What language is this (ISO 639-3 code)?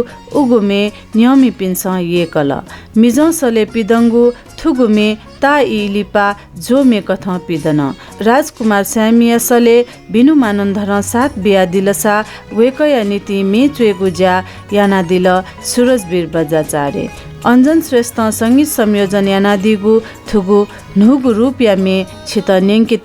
new